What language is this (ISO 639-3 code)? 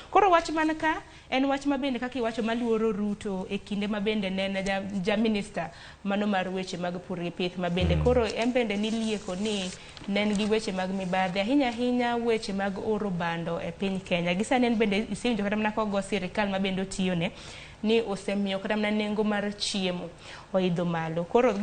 luo